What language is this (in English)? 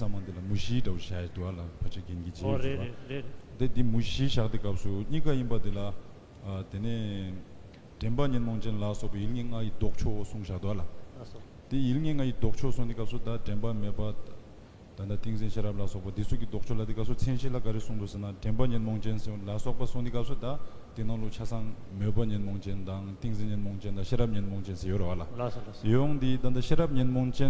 Tibetan